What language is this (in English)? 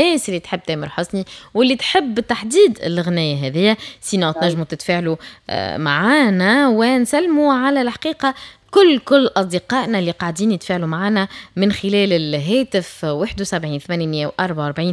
Tunisian Arabic